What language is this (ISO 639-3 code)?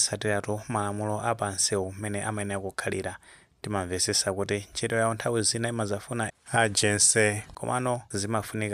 nya